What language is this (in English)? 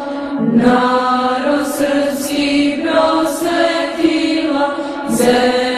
Serbian